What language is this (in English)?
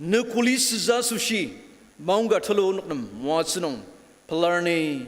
Ao Naga